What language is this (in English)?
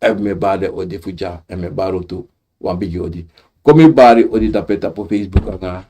Sranan Tongo